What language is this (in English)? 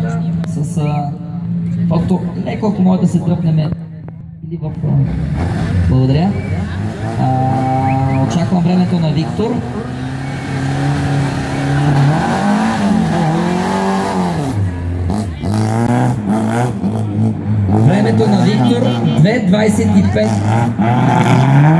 Bulgarian